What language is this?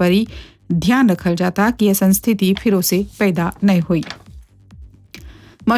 Bhojpuri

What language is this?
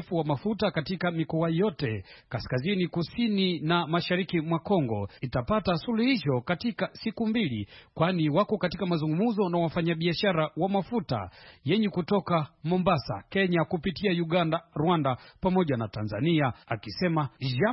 Swahili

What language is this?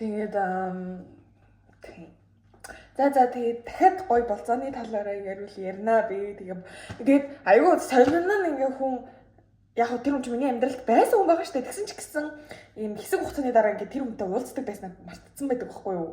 Mongolian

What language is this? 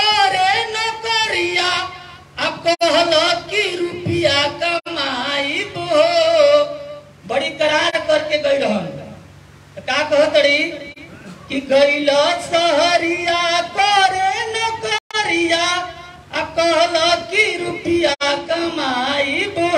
Bhojpuri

